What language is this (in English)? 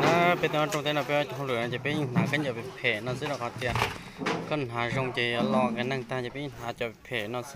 Hmong